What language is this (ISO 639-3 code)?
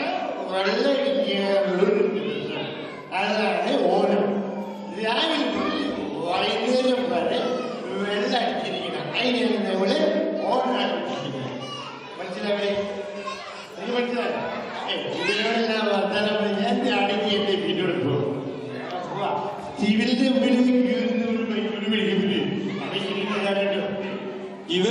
mal